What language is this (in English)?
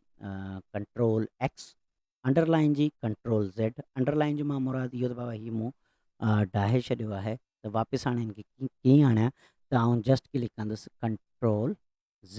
Sindhi